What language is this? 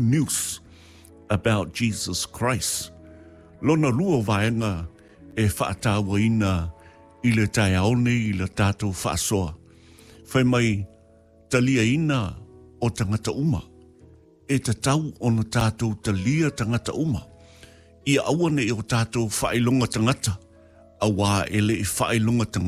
Samoan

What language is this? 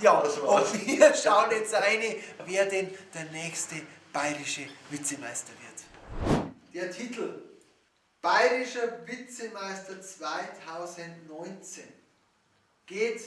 Bavarian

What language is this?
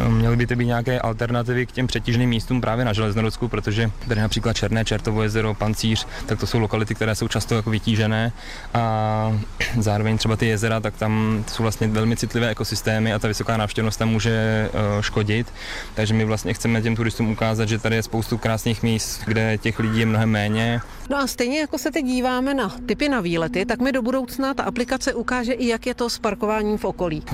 Czech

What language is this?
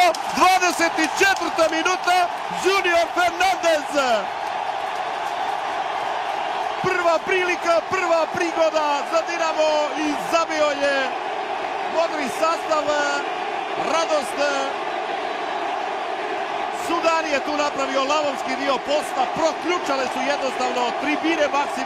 Croatian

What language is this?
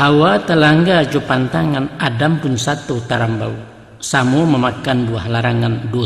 Minangkabau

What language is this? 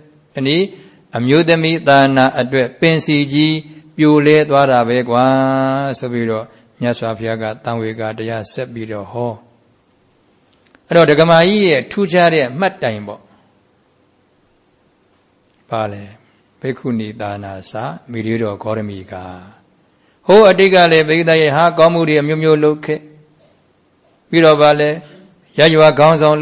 Burmese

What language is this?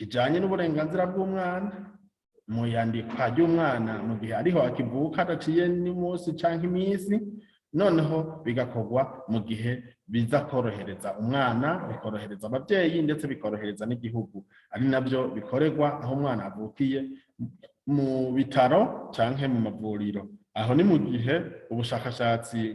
Rundi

